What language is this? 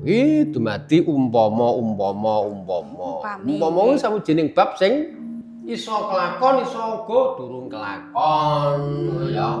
Javanese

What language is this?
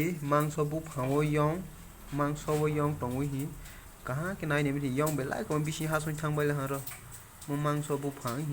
Kok Borok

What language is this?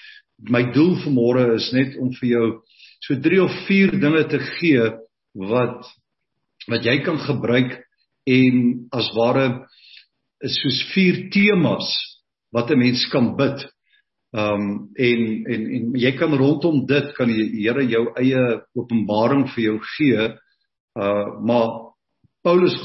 Afrikaans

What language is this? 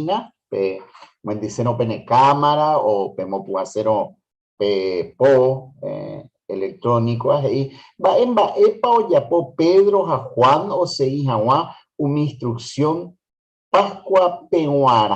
Guarani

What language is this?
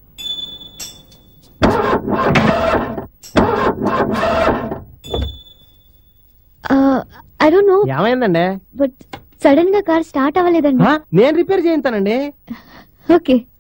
Telugu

